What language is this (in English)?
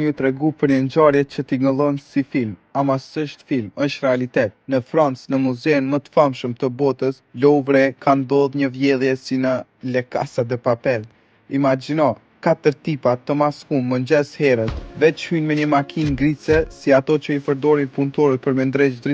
Albanian